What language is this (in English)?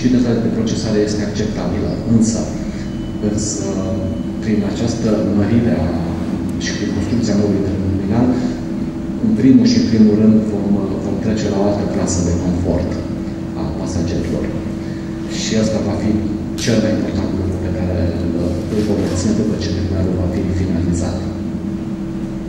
Romanian